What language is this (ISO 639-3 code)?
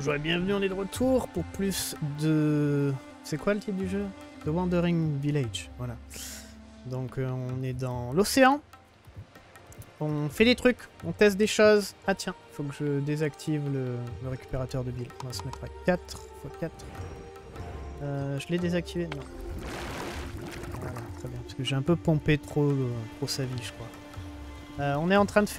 fra